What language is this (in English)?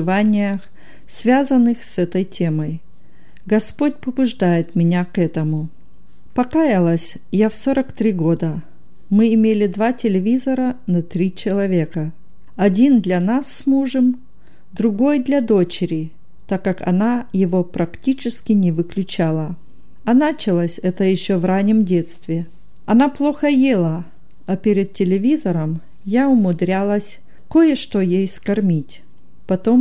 Russian